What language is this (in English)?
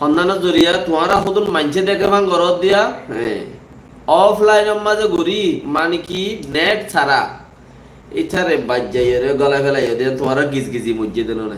Rohingya